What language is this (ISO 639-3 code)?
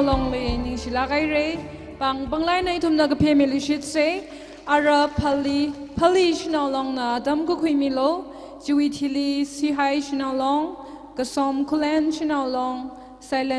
nmf